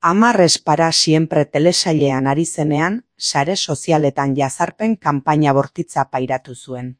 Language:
Basque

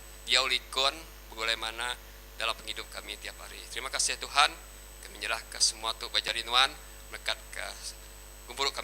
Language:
Iban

